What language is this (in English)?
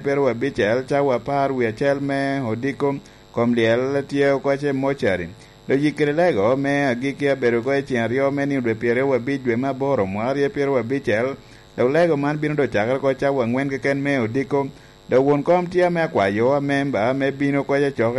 Lango (Uganda)